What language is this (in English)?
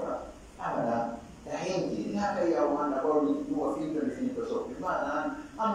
Fula